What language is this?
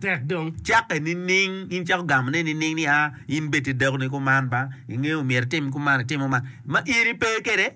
Acoli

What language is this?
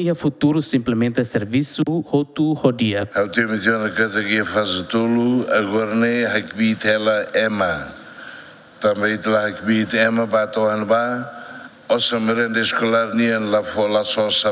Tetum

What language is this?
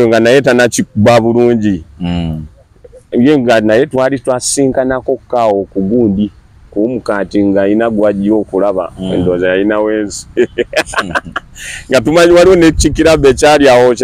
Ganda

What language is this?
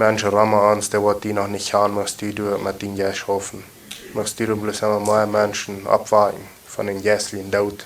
Plautdietsch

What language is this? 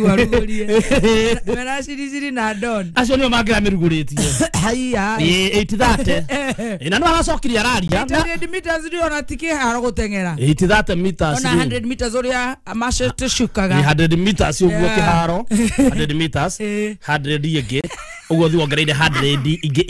Kikuyu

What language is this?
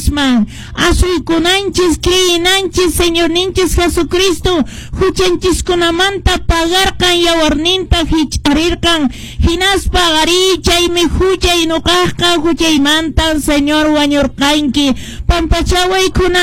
Quechua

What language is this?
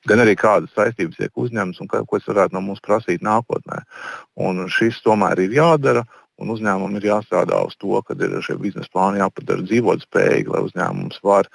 Latvian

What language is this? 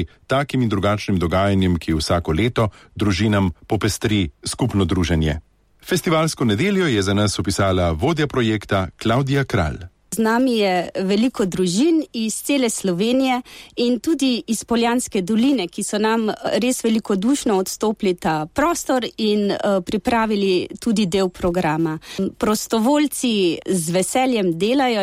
Slovenian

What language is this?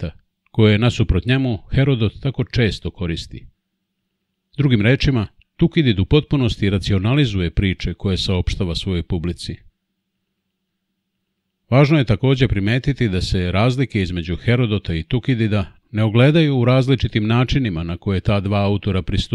Serbian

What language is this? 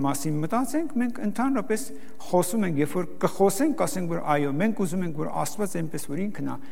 Armenian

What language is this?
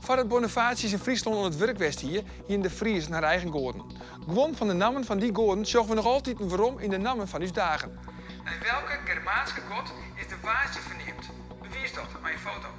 Western Frisian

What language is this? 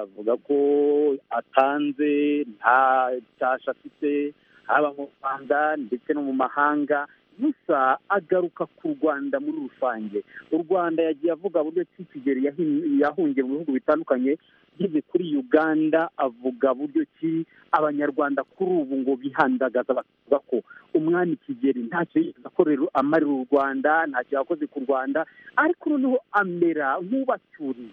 Kinyarwanda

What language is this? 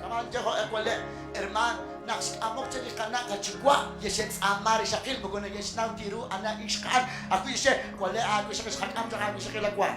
Kekchí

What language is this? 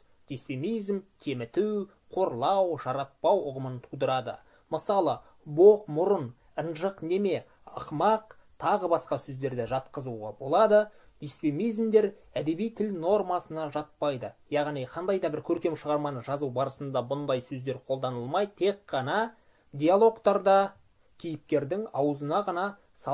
Kazakh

